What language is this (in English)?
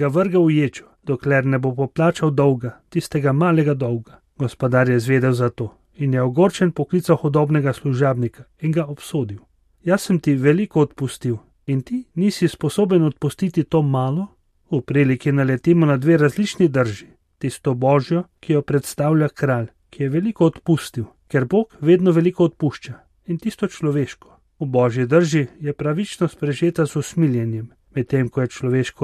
Slovenian